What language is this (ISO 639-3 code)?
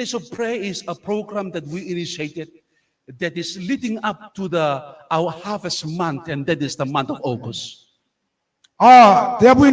gil